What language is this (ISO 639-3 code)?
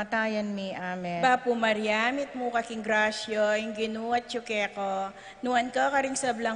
pam